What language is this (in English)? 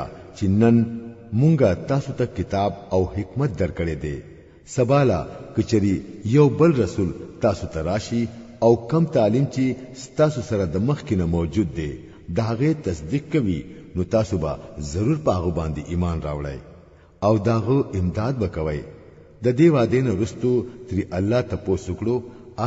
Pashto